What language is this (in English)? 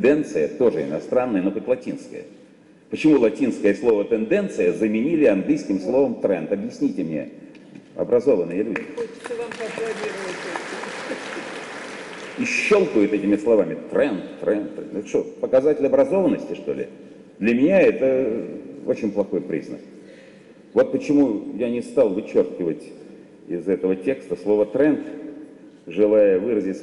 Russian